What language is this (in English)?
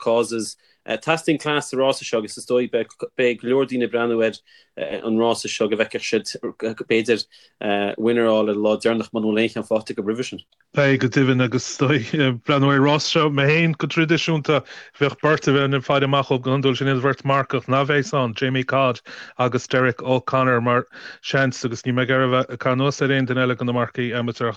Irish